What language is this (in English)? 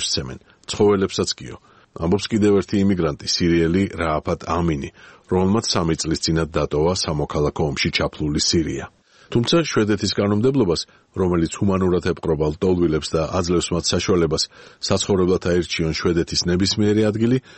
Georgian